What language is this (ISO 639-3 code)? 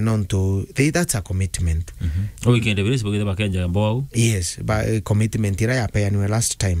mer